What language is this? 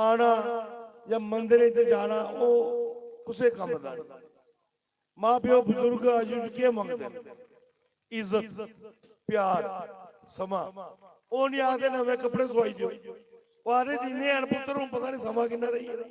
Dogri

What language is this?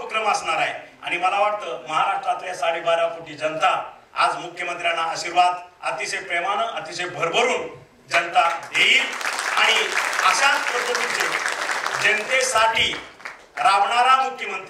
Marathi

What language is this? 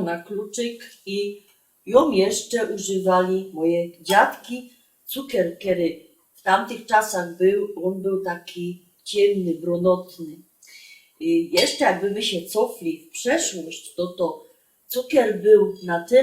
Silesian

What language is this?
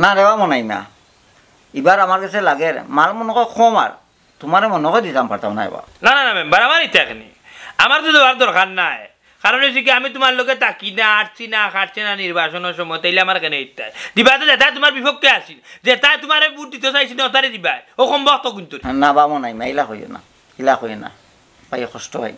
Sylheti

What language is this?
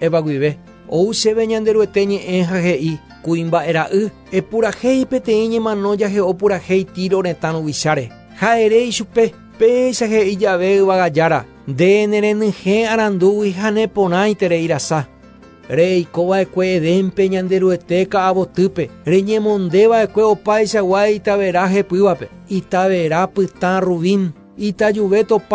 Guarani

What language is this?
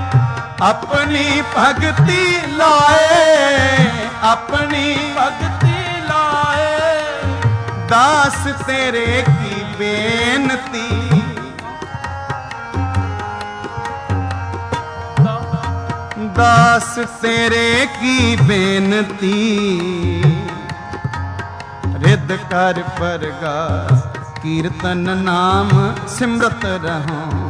Punjabi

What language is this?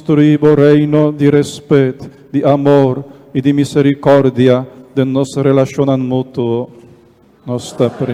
Papiamento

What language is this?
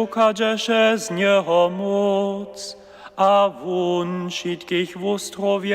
Upper Sorbian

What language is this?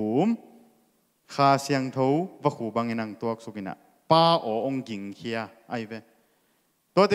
Tedim Chin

